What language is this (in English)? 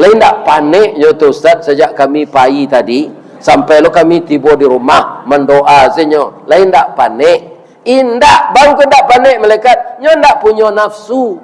Minangkabau